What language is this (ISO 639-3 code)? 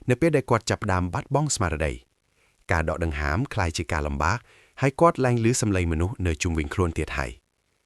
khm